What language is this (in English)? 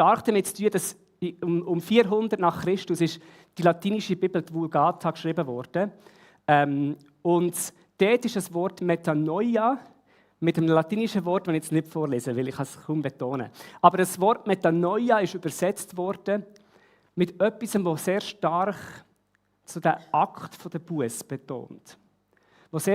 Swiss German